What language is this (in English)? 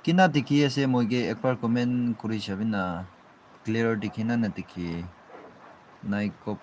Naga Pidgin